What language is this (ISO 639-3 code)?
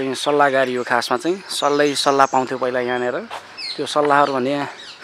nep